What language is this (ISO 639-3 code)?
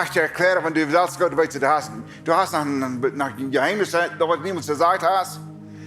pdt